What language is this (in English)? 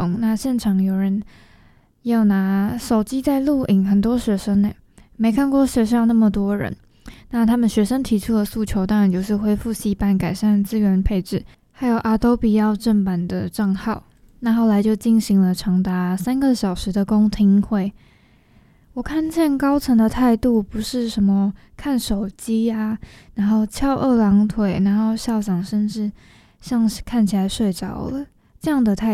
Chinese